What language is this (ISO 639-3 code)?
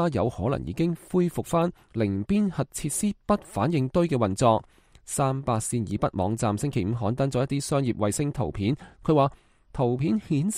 yue